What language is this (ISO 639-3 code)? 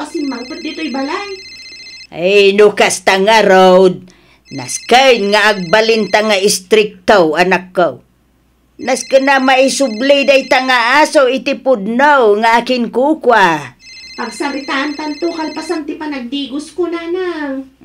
ilo